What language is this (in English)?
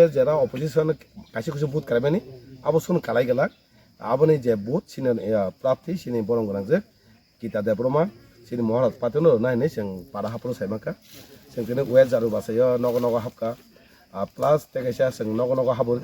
Kok Borok